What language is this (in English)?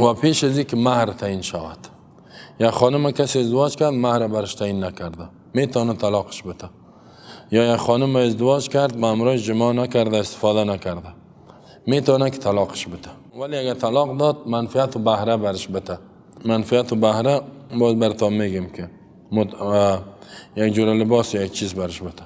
Persian